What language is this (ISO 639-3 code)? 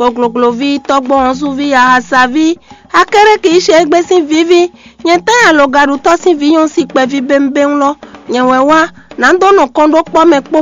fon